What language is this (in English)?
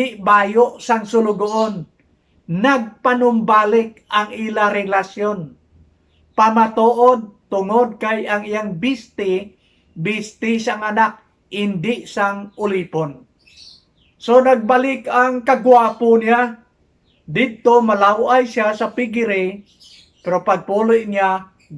Hiligaynon